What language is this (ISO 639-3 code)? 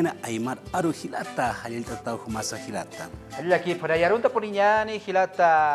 aym